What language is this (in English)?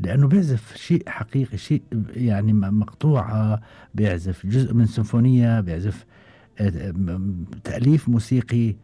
Gulf Arabic